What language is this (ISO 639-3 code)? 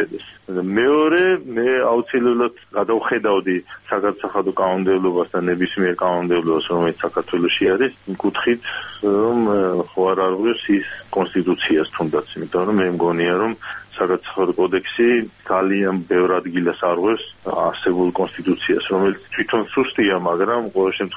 kat